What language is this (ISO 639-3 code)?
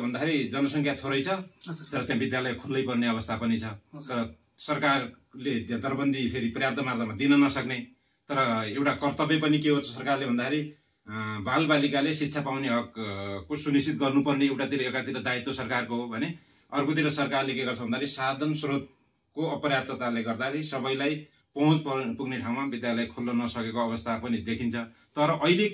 nep